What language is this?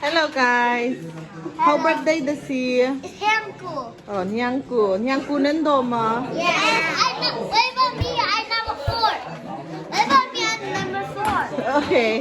Hakha Chin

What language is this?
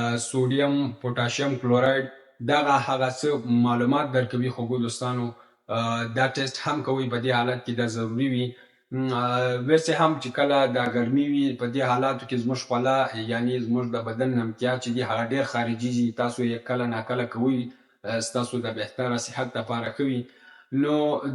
Pashto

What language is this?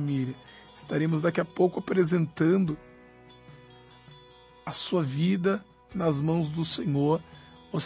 Portuguese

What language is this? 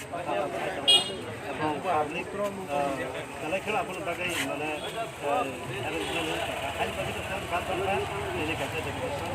Kok Borok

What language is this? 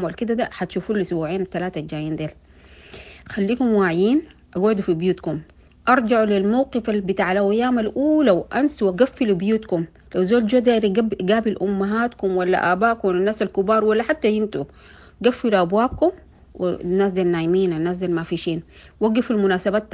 Sudanese Arabic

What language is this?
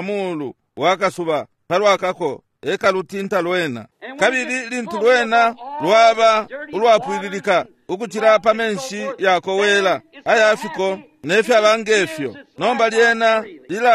Bemba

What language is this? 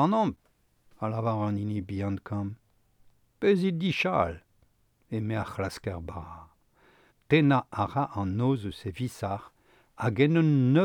Breton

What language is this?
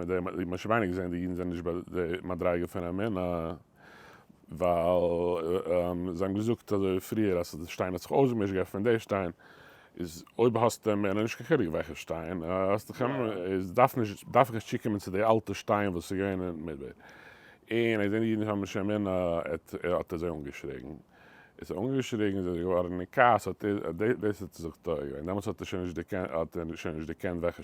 Yiddish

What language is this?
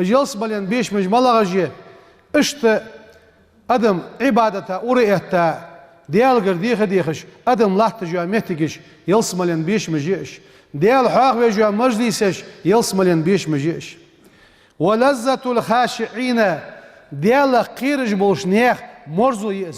Ingush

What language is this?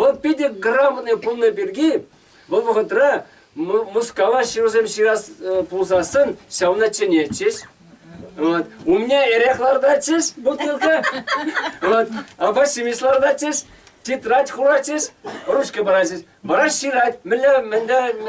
Chuvash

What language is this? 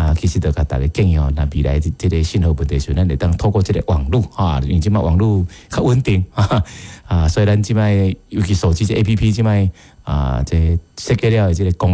Min Nan Chinese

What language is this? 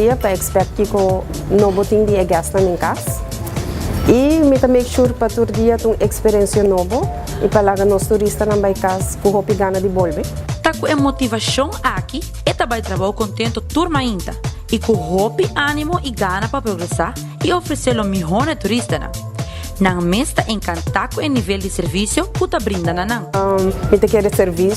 Papiamento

